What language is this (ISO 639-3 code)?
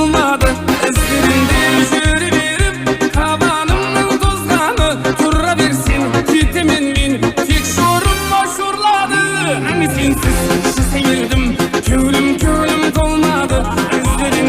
kaa